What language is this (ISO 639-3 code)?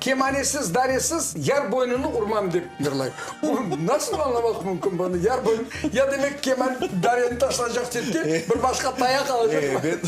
crh